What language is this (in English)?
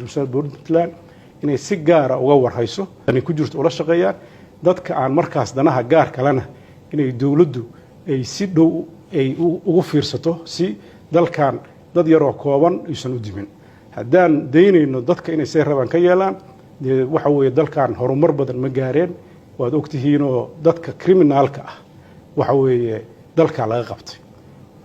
Somali